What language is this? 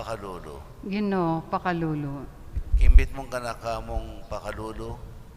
Pampanga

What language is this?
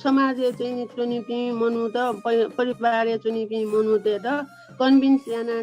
Newari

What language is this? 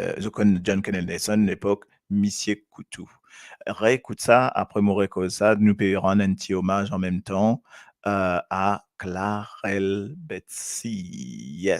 Morisyen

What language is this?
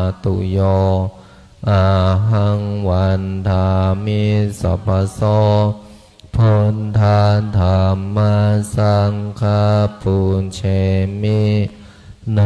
Pali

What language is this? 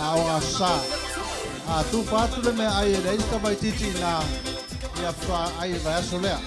Samoan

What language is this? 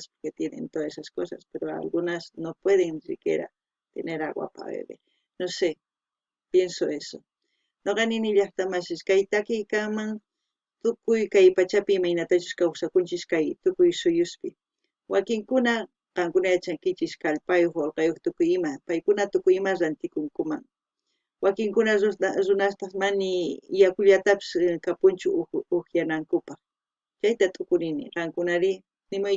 South Bolivian Quechua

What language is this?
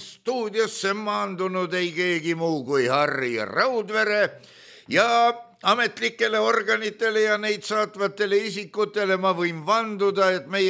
Estonian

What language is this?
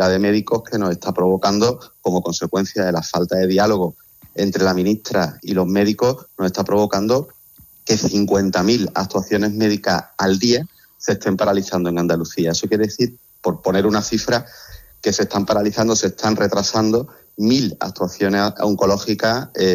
Spanish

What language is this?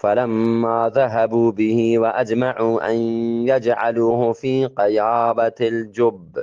Eastern Balochi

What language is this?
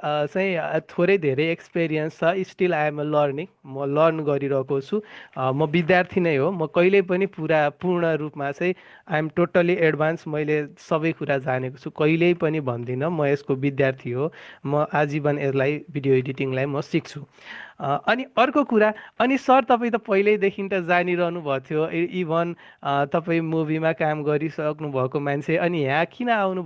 Nepali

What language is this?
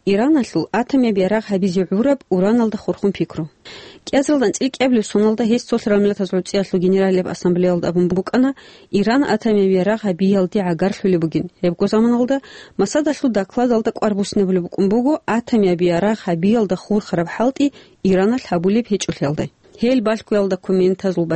Avaric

